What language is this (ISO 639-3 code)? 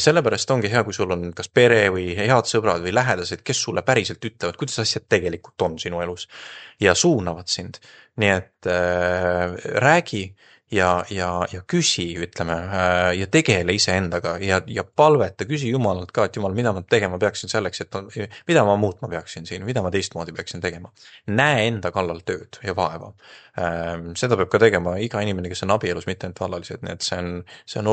est